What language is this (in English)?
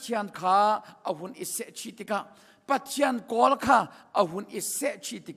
Hakha Chin